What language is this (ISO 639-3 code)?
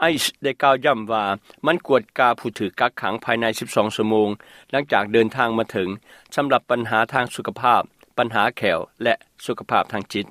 lao